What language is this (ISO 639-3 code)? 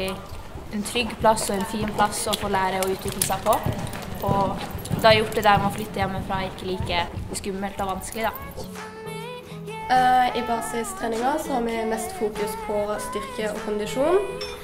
nor